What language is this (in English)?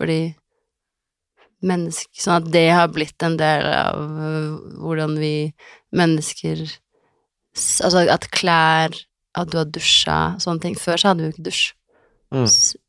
Norwegian